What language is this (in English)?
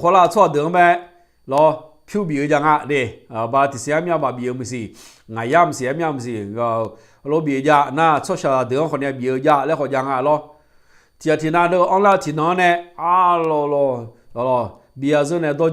Akha